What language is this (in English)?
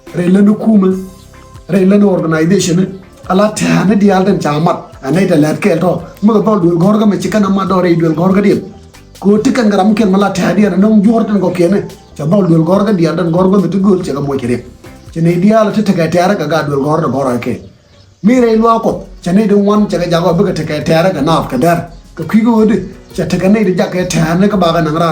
Nuer